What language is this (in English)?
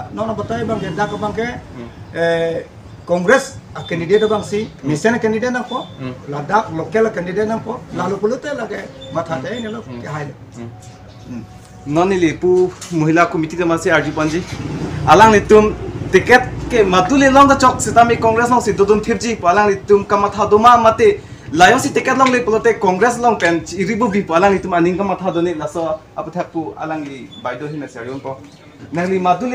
Karbi